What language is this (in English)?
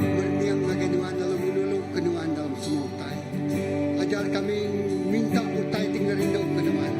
Iban